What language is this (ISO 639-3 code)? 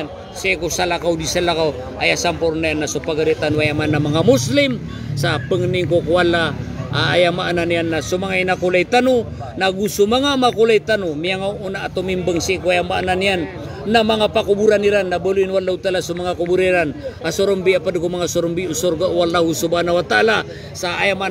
mrw